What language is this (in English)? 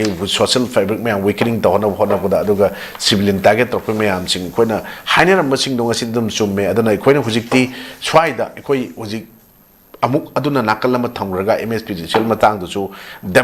Manipuri